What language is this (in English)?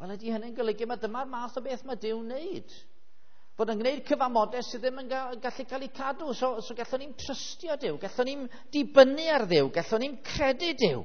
Welsh